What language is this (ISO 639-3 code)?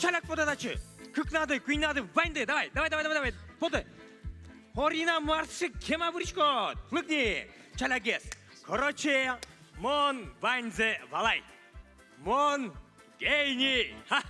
udm